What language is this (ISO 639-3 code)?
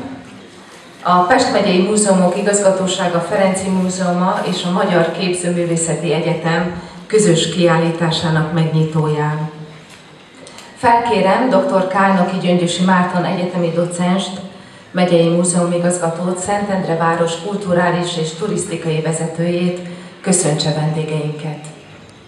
hun